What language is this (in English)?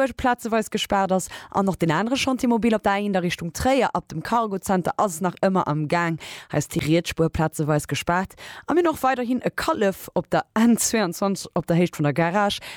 Luxembourgish